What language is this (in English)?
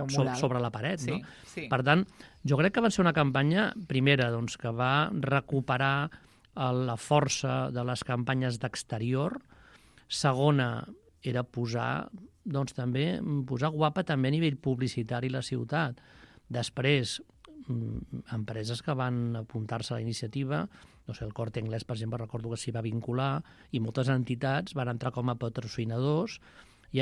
Catalan